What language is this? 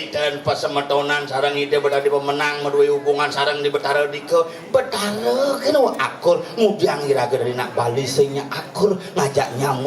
Balinese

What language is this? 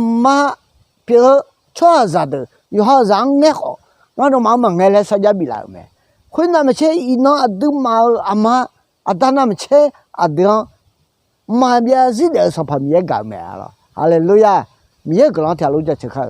Akha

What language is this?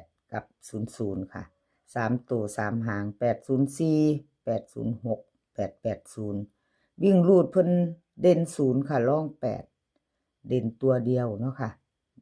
Northeastern Thai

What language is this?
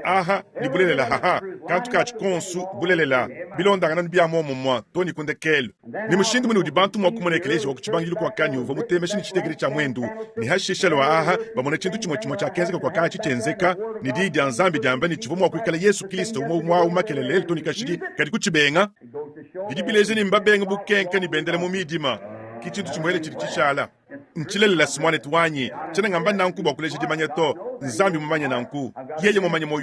Luba-Lulua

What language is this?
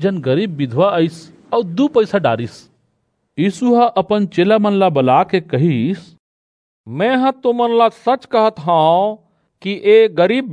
Chhattisgarhi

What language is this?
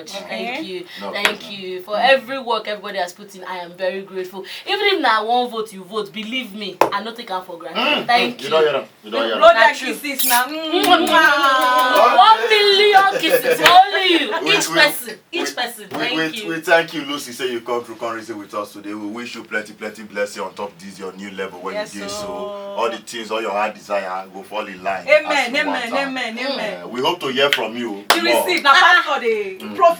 Nigerian Pidgin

